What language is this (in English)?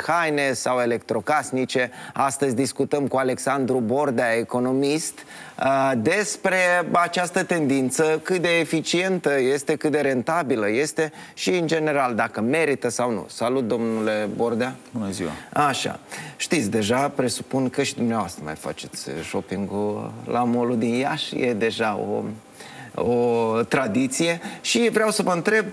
Romanian